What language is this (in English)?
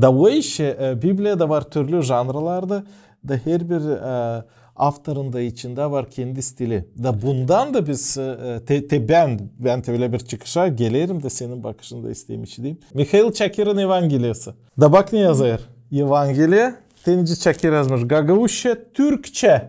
Gagauz